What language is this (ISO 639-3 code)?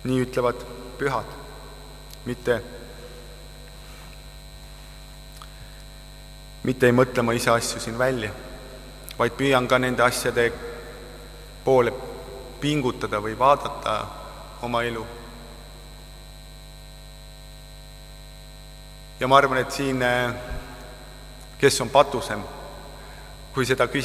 est